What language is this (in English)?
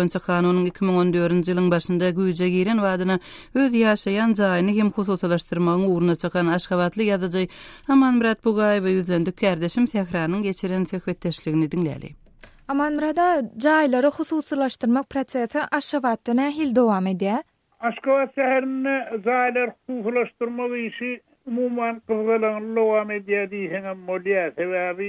Turkmen